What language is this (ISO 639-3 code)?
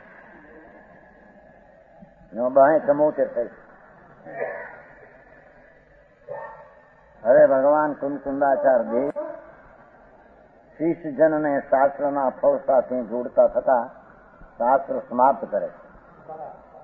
guj